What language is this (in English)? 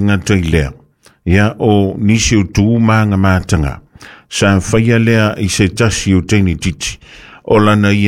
Samoan